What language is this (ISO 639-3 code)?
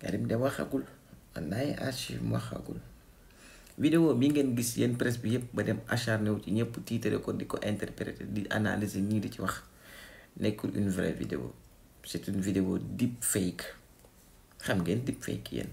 wol